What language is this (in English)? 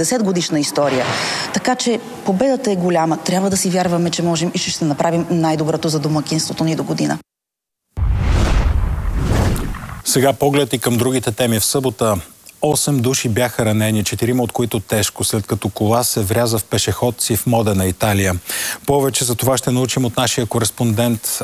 Bulgarian